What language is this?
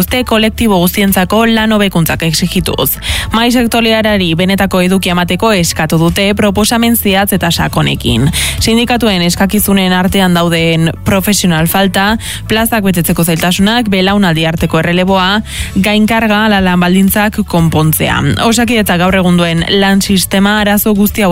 Basque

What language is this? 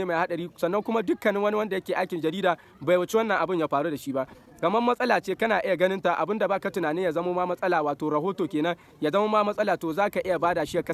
Hausa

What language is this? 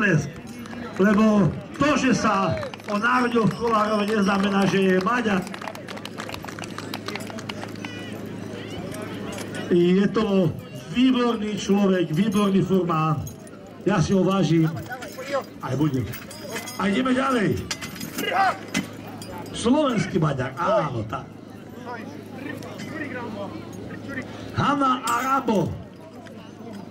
Slovak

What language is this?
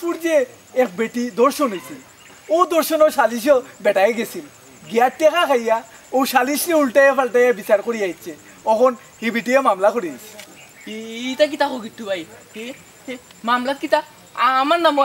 Sylheti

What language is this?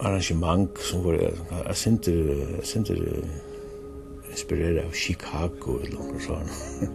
Faroese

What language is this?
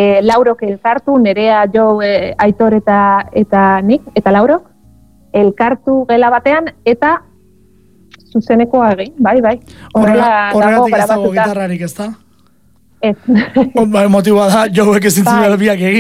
Basque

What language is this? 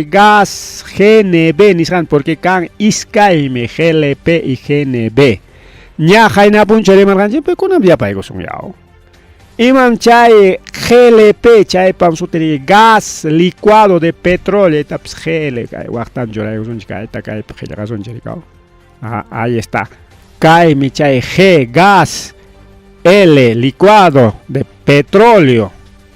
Ayacucho Quechua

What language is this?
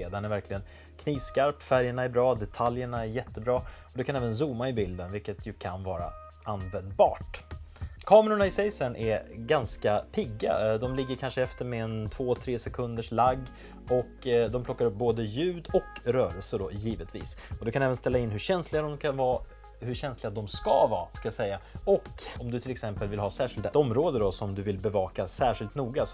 Swedish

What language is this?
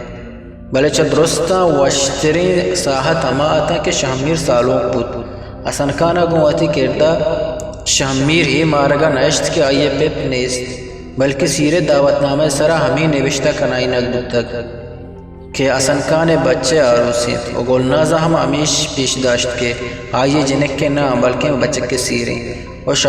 Eastern Balochi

